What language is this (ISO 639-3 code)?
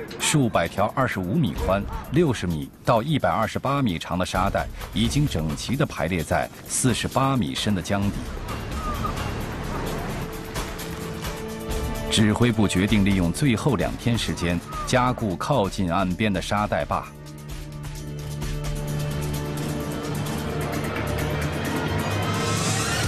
zho